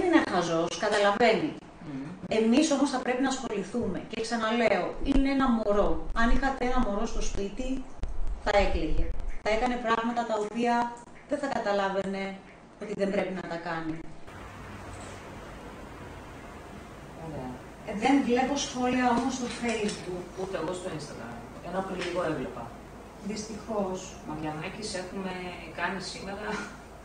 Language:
Greek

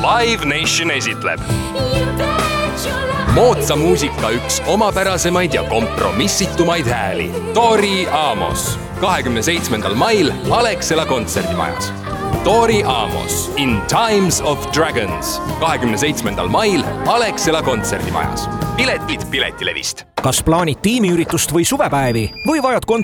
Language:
Estonian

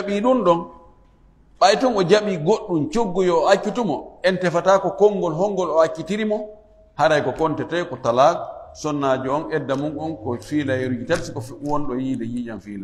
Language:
Fula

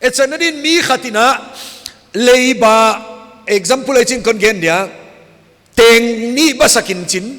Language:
Paite Chin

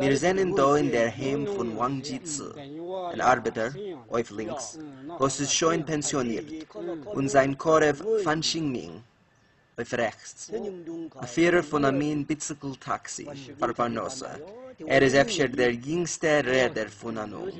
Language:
Yiddish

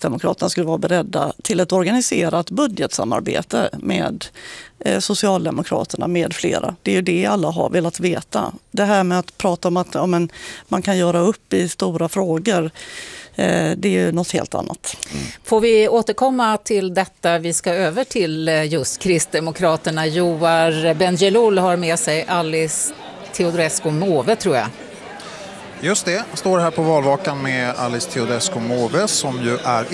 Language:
Swedish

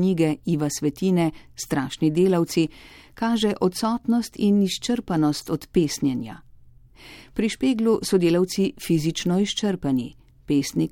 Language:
Slovenian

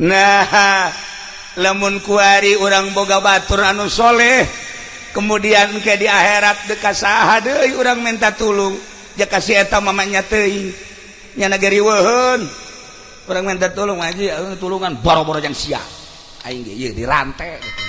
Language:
Sundanese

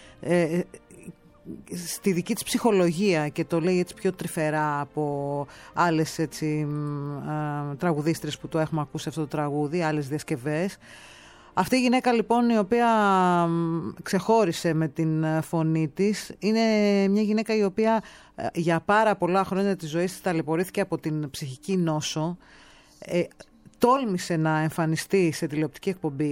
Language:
Greek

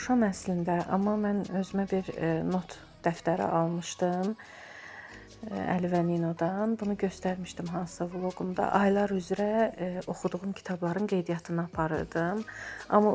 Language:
Azerbaijani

